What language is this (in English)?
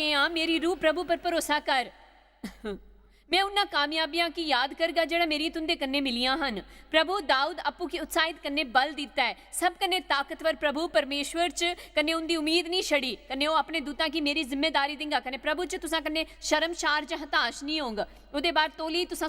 Dogri